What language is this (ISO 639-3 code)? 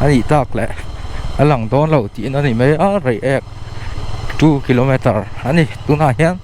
lus